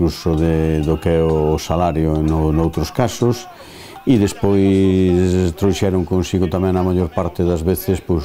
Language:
Galician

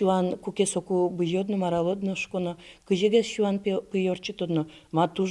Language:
Udmurt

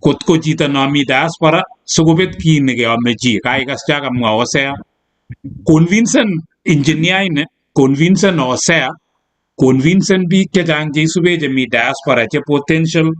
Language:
Kalenjin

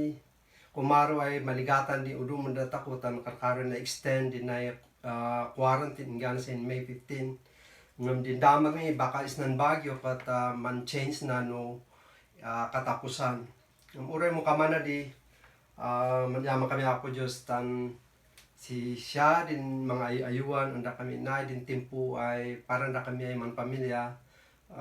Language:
Kankanaey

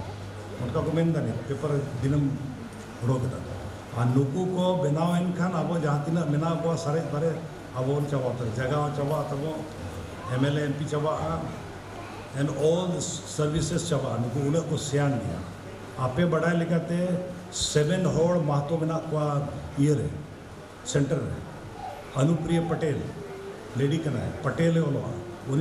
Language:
Santali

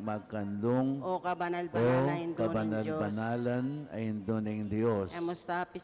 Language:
Pampanga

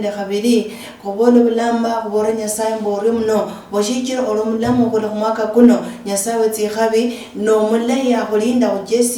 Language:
Luyia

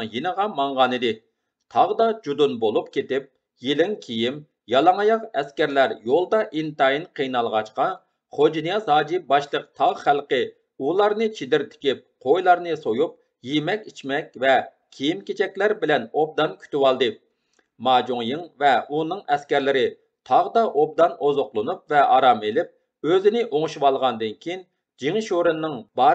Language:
Uyghur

